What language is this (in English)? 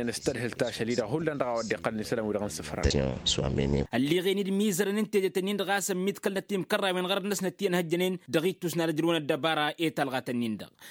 Tamasheq